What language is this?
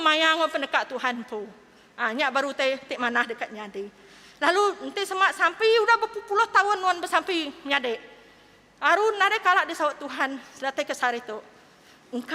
Iban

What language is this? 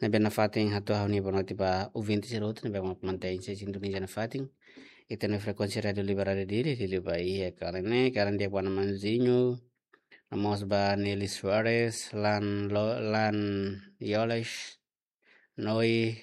Tetum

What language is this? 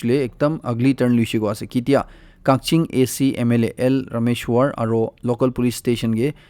Naga Pidgin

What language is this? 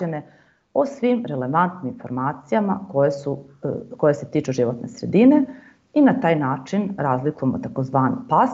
Serbian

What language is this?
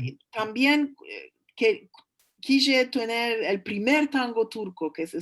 Ladino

